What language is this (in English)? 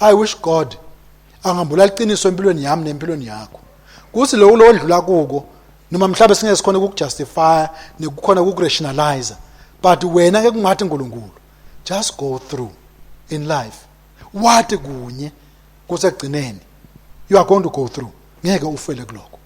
Swati